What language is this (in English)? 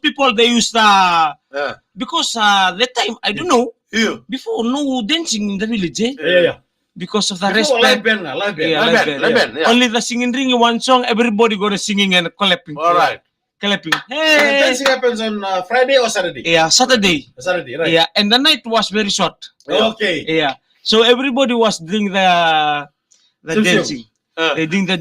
Fijian